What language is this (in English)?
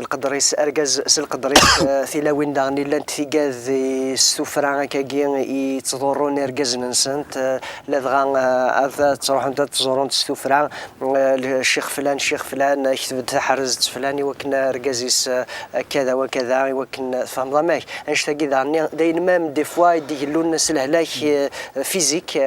Kabyle